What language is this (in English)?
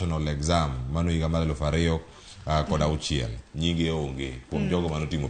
Luo (Kenya and Tanzania)